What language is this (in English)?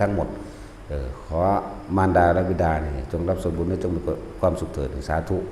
Northeastern Thai